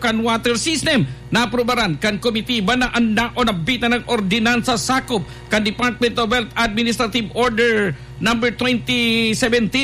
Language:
Bikol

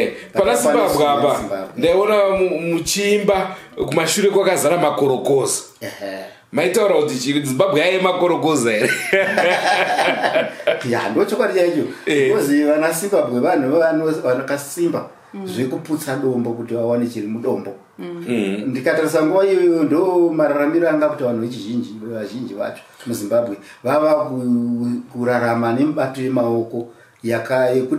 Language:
Shona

